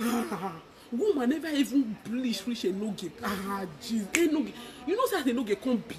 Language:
Nigerian Pidgin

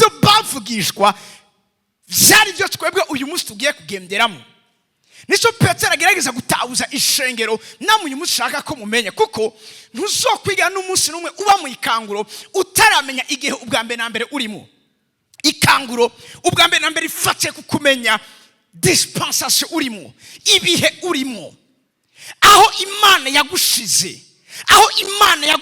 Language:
Rundi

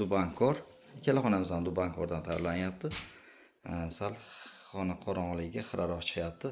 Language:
Uzbek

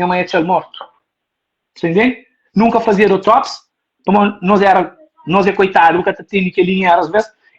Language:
Kabuverdianu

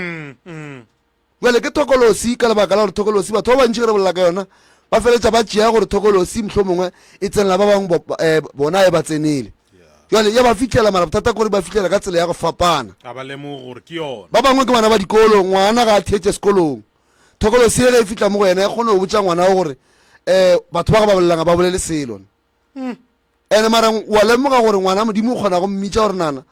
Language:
Northern Sotho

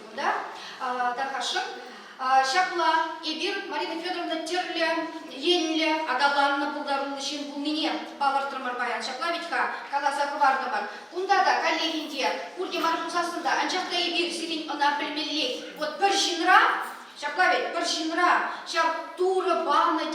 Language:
Chuvash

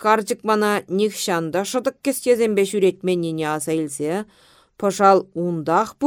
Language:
Chuvash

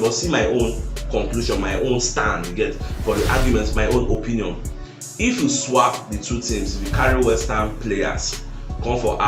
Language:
Nigerian Pidgin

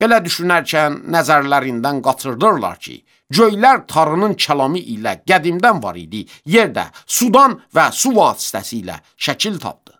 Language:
Azerbaijani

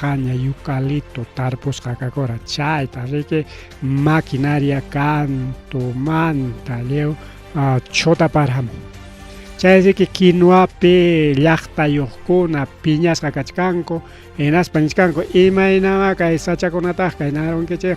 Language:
Ayacucho Quechua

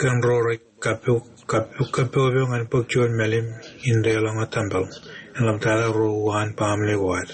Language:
Marshallese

